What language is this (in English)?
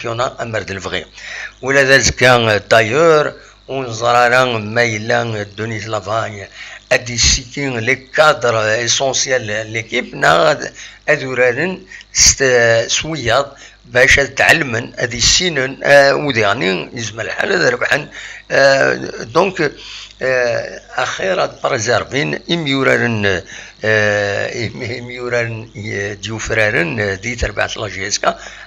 Kabyle